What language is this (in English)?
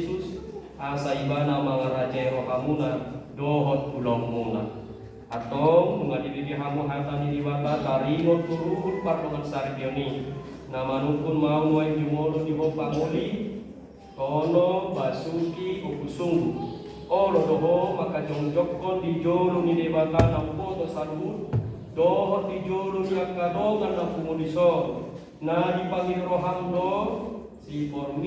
Batak Toba